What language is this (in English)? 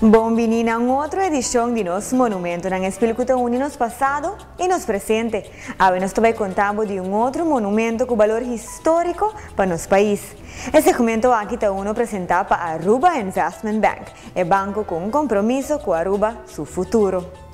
Papiamento